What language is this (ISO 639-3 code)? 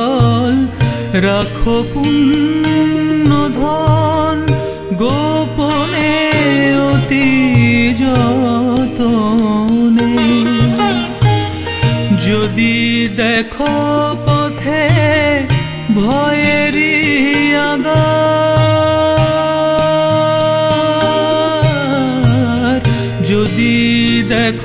ben